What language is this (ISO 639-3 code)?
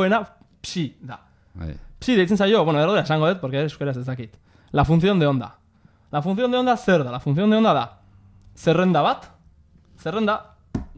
eus